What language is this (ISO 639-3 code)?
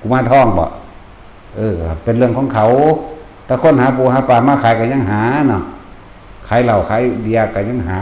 tts